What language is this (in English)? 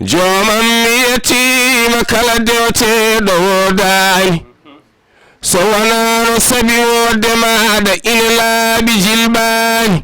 Fula